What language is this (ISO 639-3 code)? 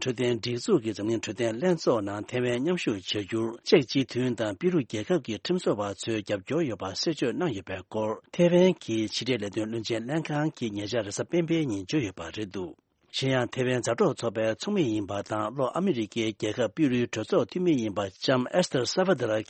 bod